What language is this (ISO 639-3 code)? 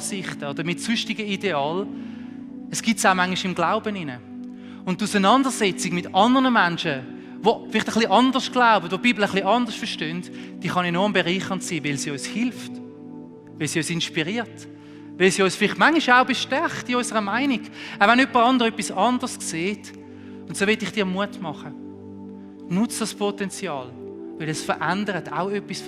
gsw